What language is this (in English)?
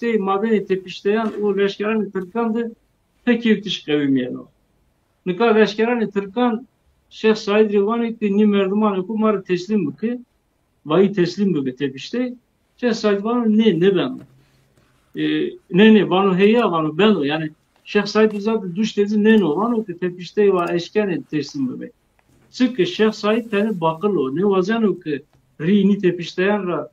Zaza